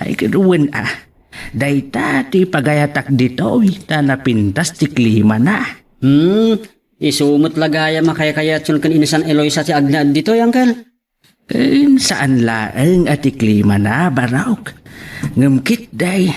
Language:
Iloko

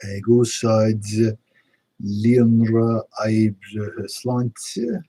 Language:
Irish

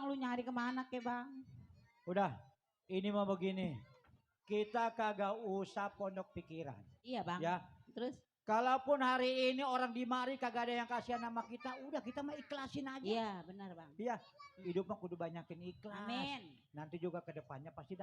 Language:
Betawi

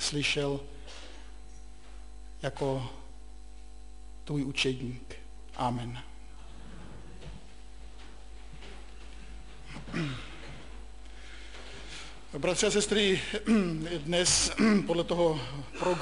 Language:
Czech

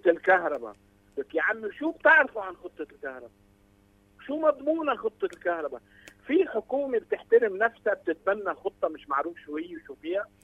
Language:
North Levantine Arabic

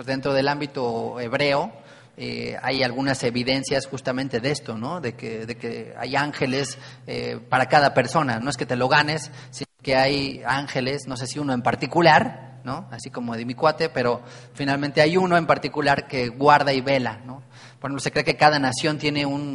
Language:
Spanish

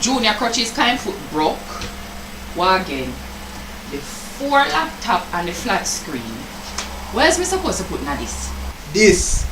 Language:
Jamaican Creole English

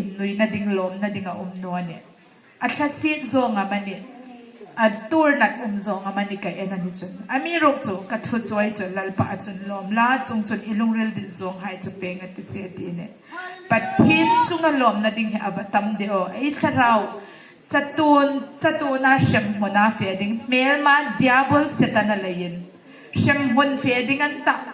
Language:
Hmar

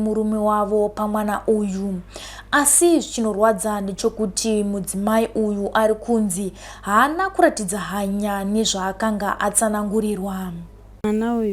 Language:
Shona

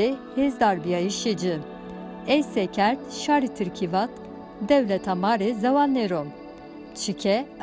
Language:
Zaza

